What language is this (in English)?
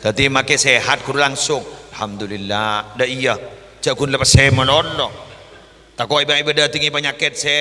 Madurese